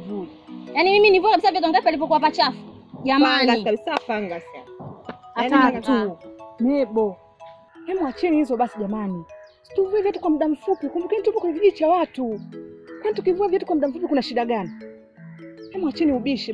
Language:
Swahili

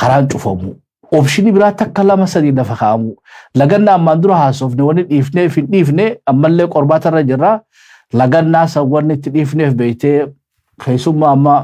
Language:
Oromo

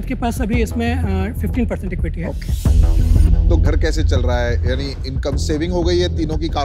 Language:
Hindi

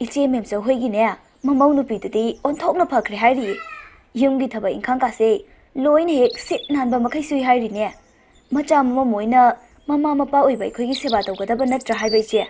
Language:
Manipuri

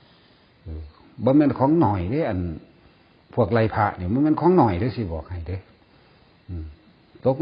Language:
Northeastern Thai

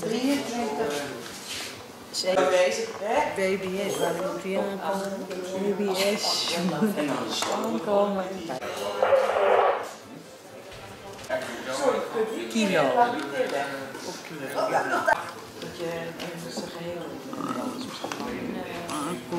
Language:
Dutch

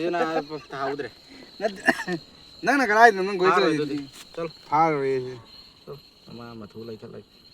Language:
Manipuri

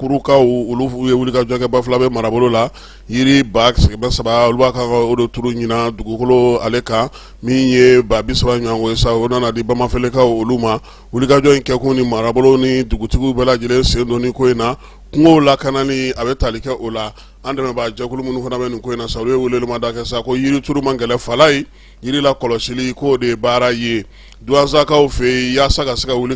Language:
Bambara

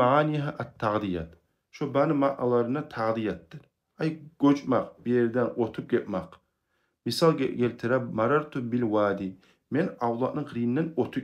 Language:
Kumyk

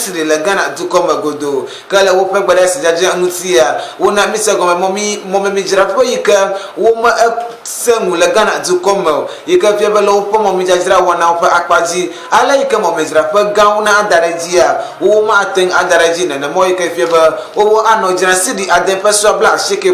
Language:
Ewe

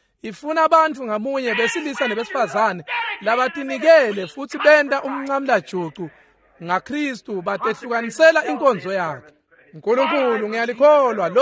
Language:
Swati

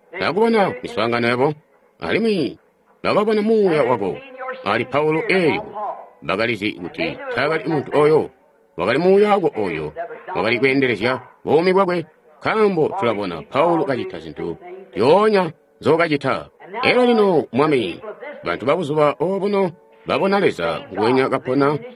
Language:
Tonga (Zambia)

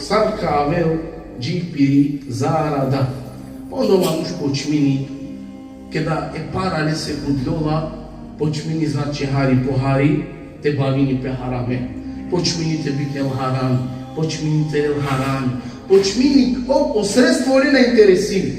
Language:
Balkan Romani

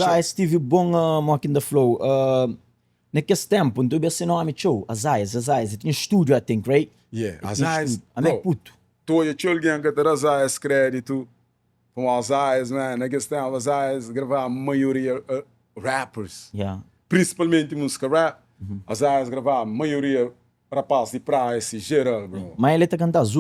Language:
Kabuverdianu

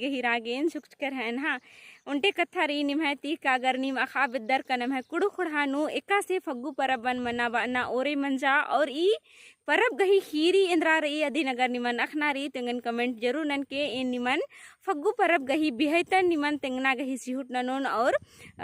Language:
Kurukh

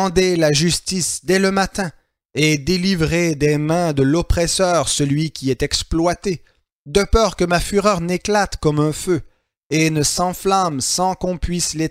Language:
French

